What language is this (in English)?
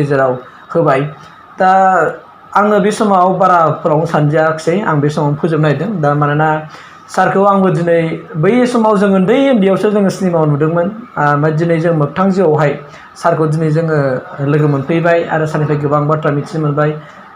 Bodo